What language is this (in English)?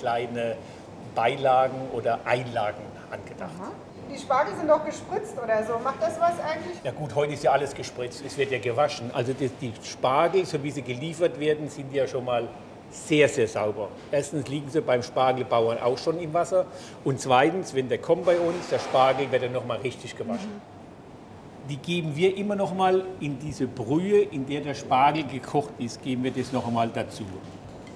German